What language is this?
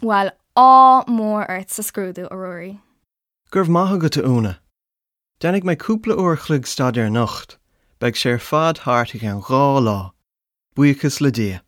Irish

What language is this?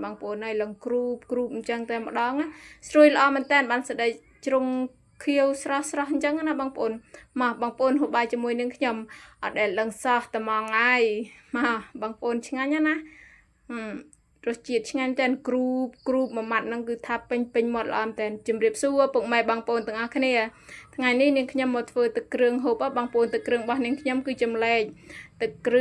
Khmer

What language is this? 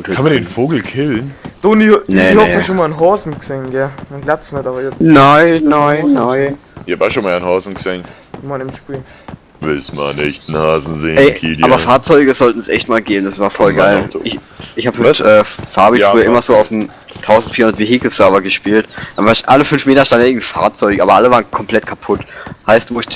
Bavarian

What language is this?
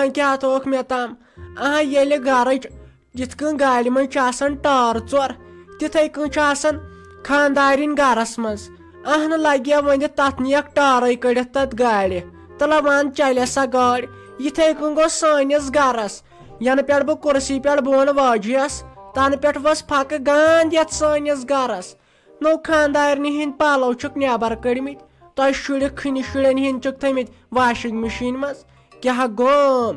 Kashmiri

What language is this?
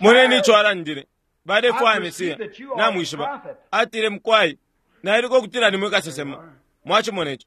Bemba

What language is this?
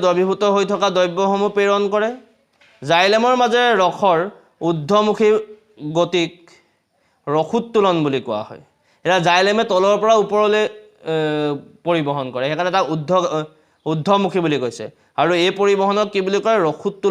Assamese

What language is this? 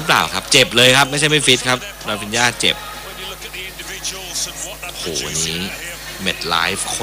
Thai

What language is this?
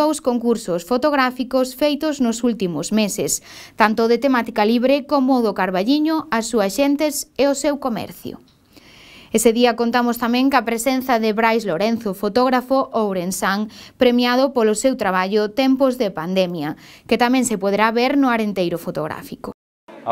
Galician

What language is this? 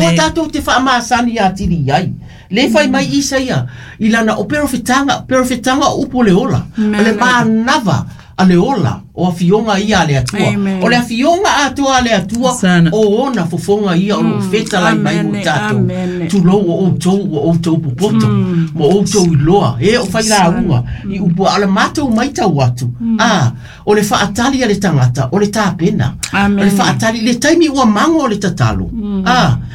Samoan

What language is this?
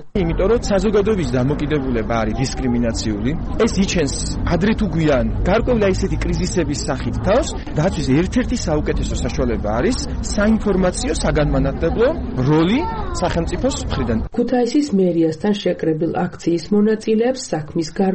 Georgian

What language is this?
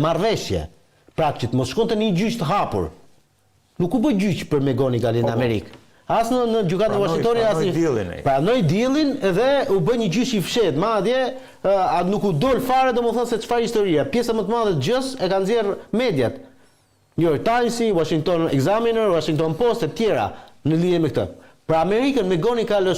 Albanian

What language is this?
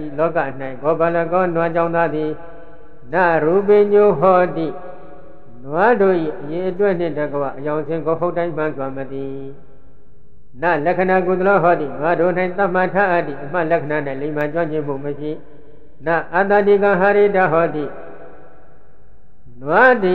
Burmese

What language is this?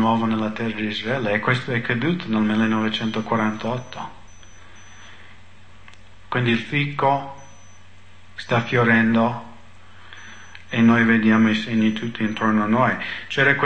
Italian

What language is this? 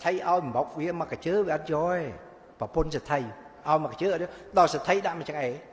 Khmer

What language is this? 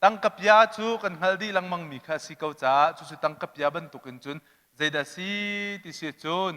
Hakha Chin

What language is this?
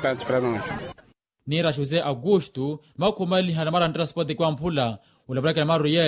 Makhuwa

